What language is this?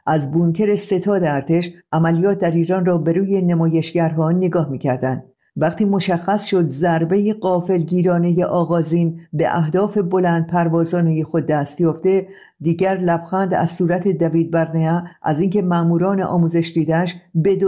Persian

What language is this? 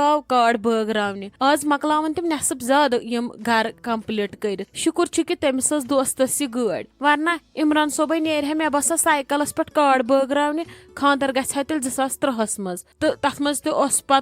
Kashmiri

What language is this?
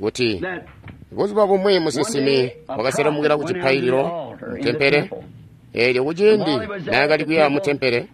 Tonga (Zambia)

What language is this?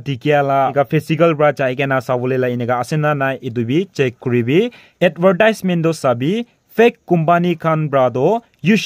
Naga Pidgin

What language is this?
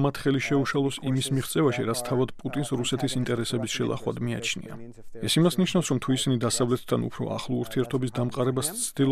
Georgian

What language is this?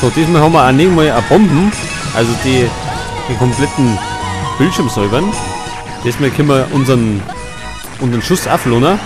Bavarian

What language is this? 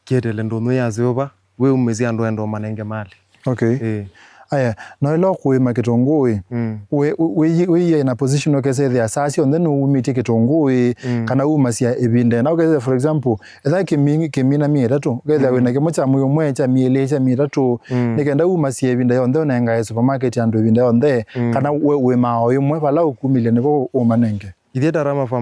Kamba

